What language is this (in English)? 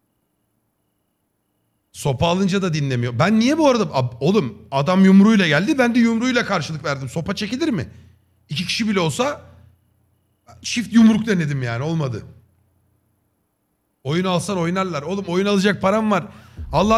Turkish